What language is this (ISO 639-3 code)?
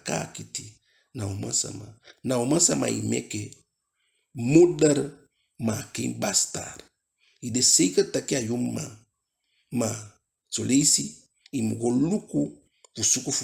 djk